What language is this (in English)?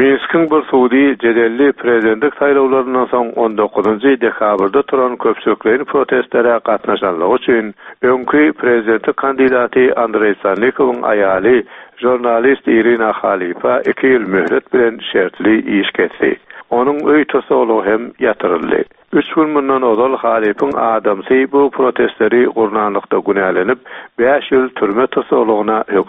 Turkmen